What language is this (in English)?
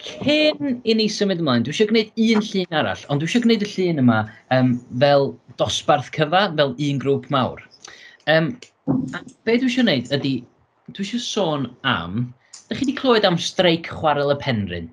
Welsh